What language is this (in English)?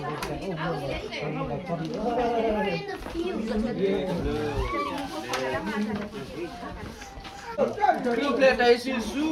S'gaw Karen